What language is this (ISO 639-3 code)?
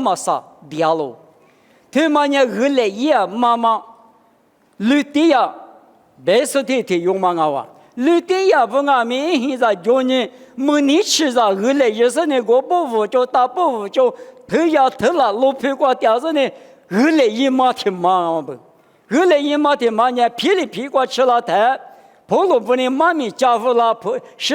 lis